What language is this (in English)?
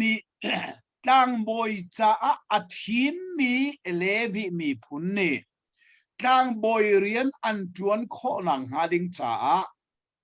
Hakha Chin